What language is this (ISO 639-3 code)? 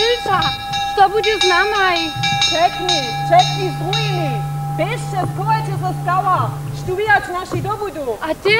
hsb